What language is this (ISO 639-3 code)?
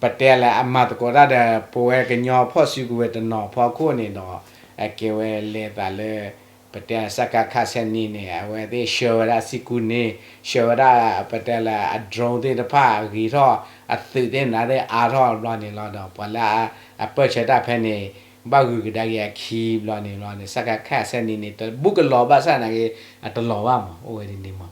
ksw